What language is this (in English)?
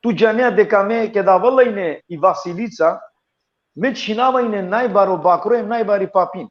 Balkan Romani